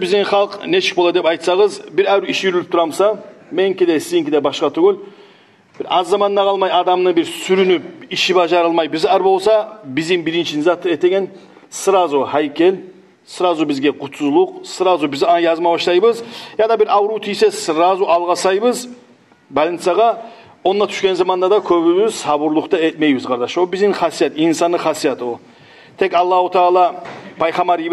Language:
Kumyk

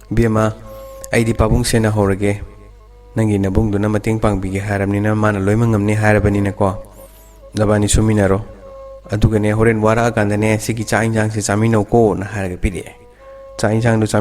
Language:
Manipuri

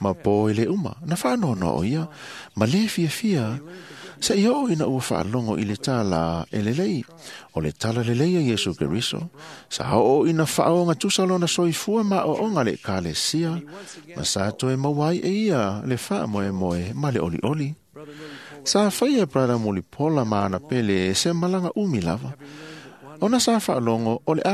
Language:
Samoan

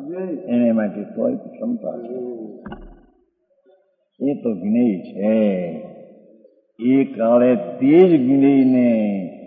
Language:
Gujarati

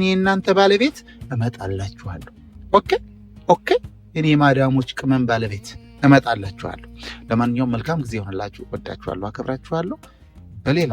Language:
Amharic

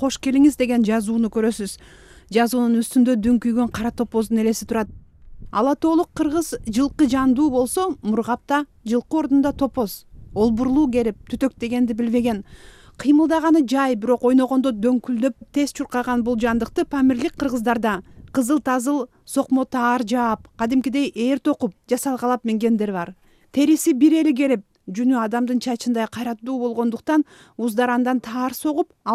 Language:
Kyrgyz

